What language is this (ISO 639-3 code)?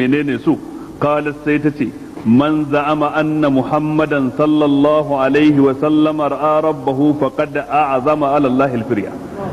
hau